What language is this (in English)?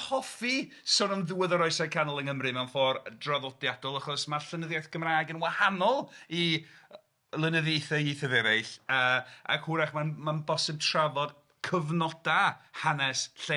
Welsh